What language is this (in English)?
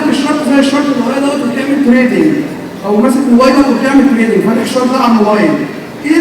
Egyptian Arabic